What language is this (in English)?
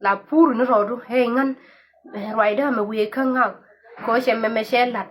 Nuer